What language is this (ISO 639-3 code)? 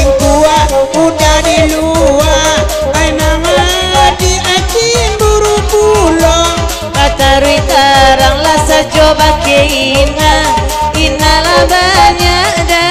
min